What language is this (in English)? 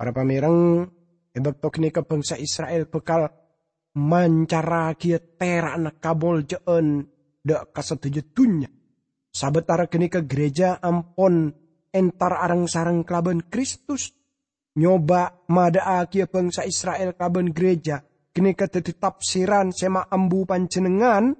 Madurese